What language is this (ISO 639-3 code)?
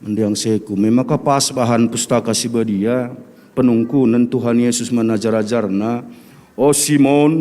btx